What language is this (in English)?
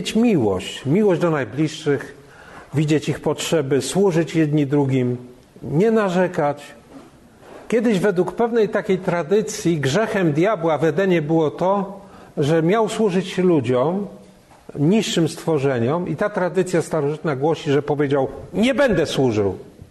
Polish